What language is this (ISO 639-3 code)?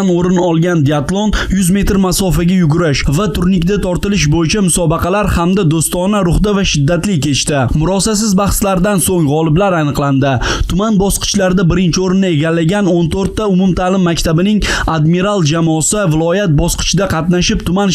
uzb